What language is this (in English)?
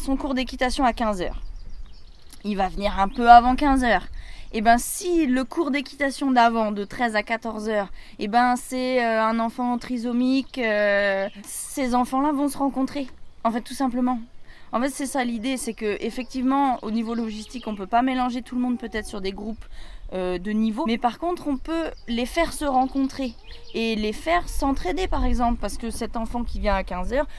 French